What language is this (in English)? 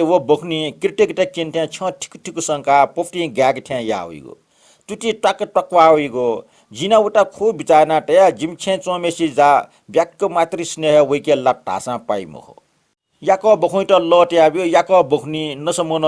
Newari